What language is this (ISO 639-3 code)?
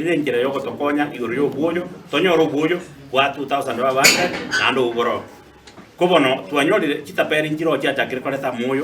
guz